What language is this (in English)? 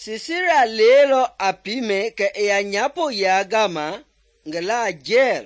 Mende